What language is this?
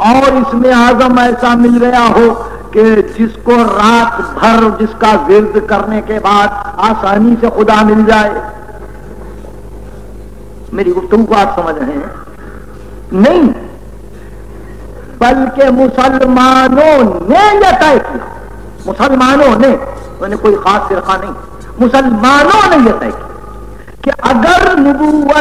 Urdu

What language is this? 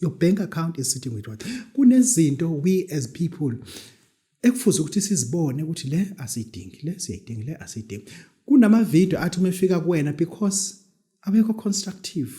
Zulu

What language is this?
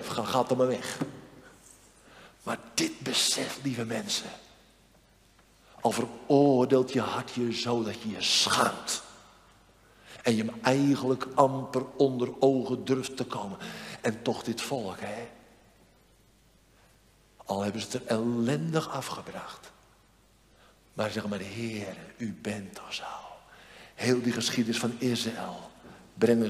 Dutch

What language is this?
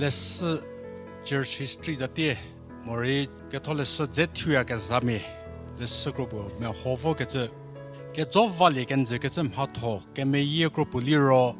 Angami Naga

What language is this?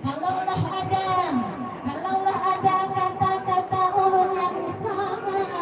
Banjar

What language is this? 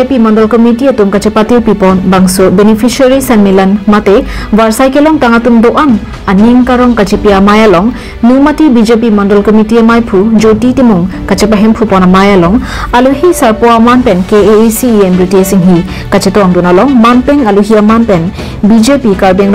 Karbi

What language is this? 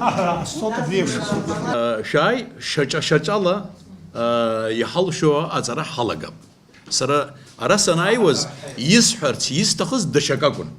Abkhazian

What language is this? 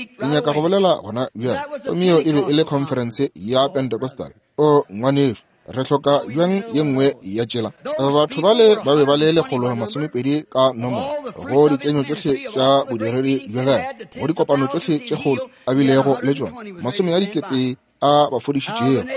Northern Sotho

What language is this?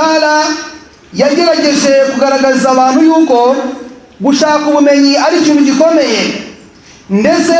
Kinyarwanda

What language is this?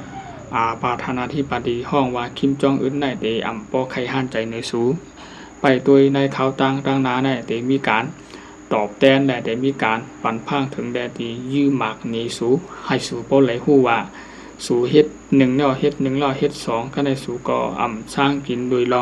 Shan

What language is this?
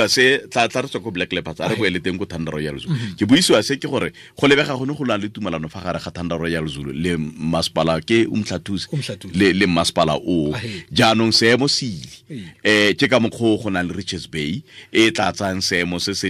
Tswana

